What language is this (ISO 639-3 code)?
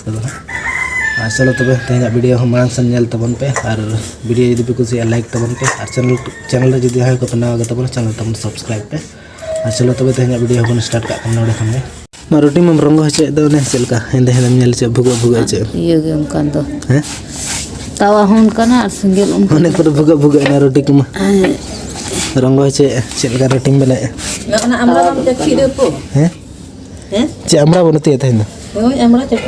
sat